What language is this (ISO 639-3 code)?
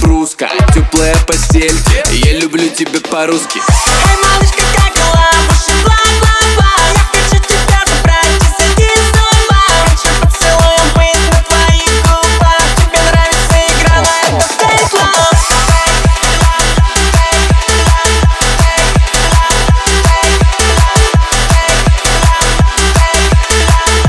rus